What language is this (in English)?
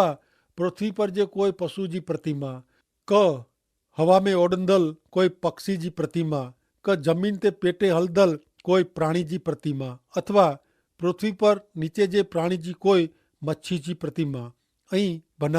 Kachhi